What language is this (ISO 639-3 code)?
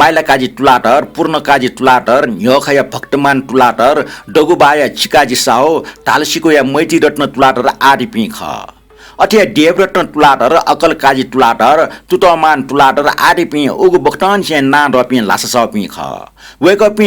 new